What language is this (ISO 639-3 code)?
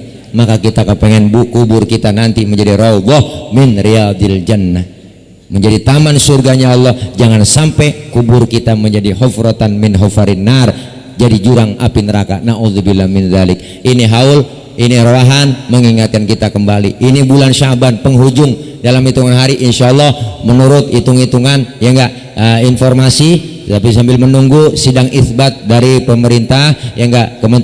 bew